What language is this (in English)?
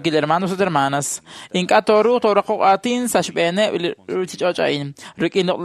Kekchí